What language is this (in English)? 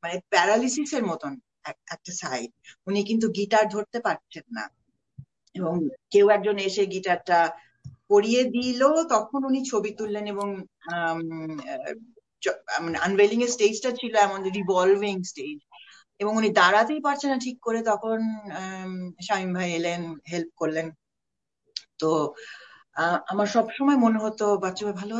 Bangla